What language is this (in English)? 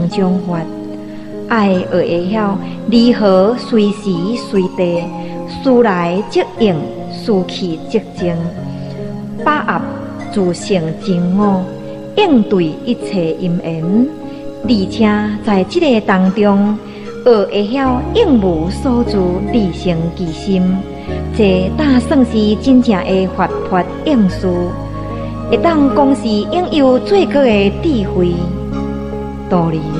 Min Nan Chinese